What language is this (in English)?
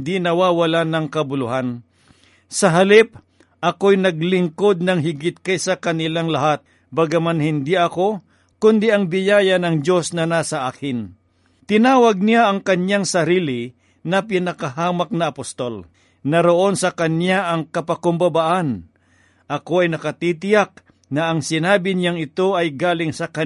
Filipino